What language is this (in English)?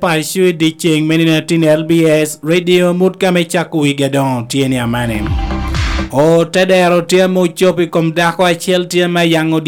Lango (Uganda)